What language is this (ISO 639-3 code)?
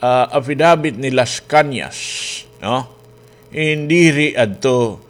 war